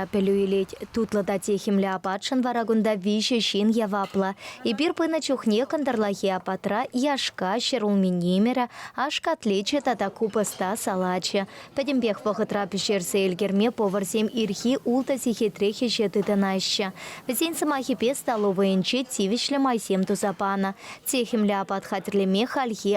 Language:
Chuvash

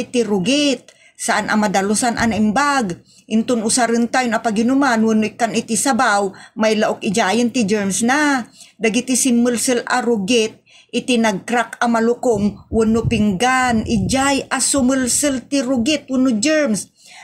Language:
Iloko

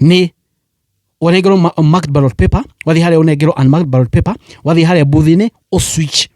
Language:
Kikuyu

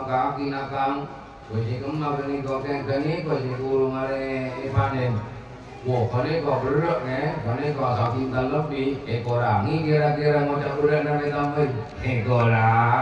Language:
Madurese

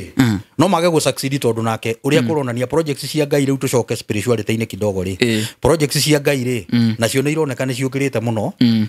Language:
Kikuyu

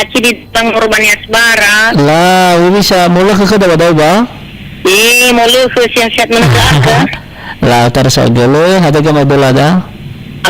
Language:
Nias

